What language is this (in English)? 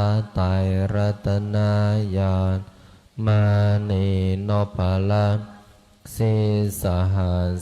Pali